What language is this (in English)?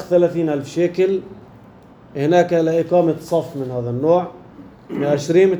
North Levantine Arabic